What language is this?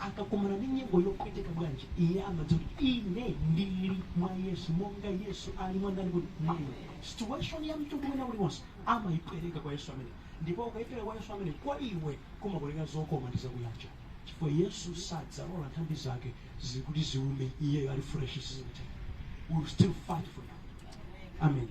Nyanja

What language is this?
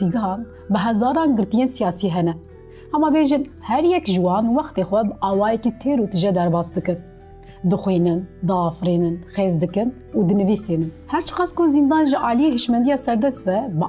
Kurdish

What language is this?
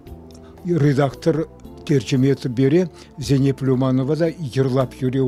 Crimean Tatar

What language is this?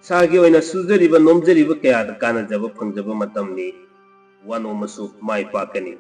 Manipuri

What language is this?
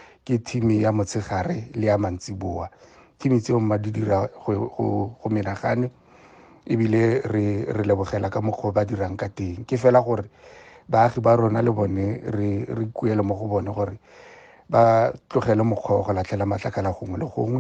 Tswana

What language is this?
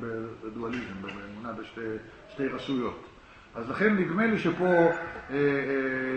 Hebrew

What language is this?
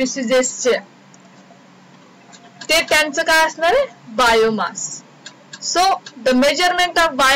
Marathi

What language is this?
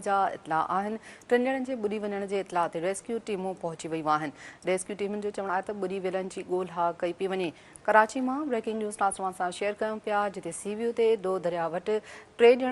Sindhi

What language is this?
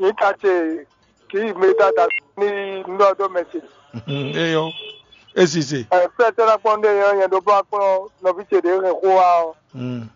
Fon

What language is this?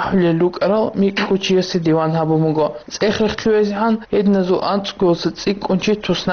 Avaric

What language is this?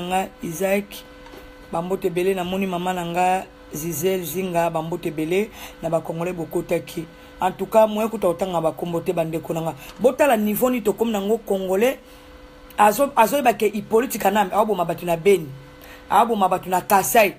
Lingala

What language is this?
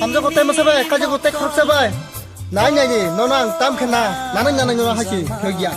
Kok Borok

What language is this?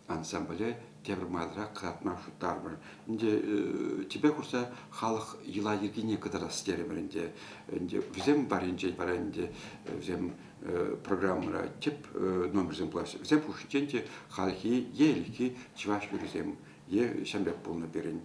Chuvash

